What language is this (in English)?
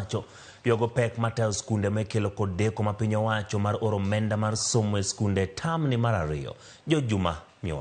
Luo (Kenya and Tanzania)